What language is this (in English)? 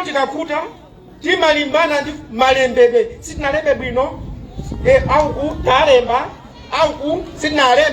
Nyanja